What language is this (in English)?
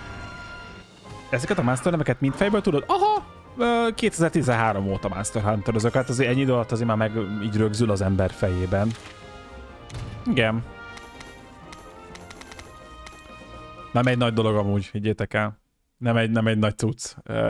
Hungarian